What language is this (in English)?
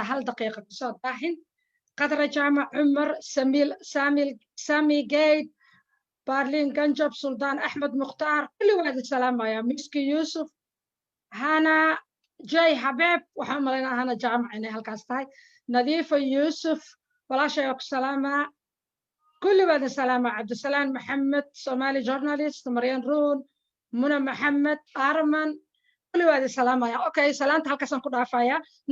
Somali